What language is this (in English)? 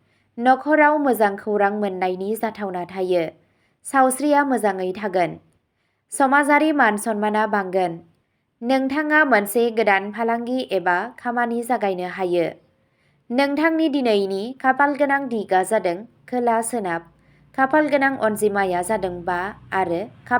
Bodo